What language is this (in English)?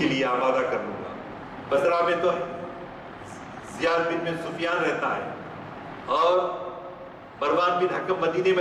Urdu